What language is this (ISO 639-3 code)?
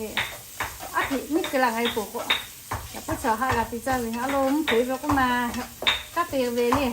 lhu